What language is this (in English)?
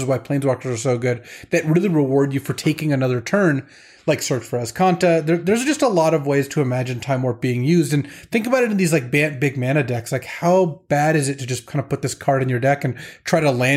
English